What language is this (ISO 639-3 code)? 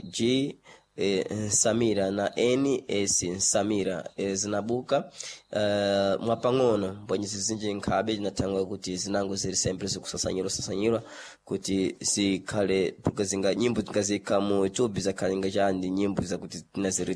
seh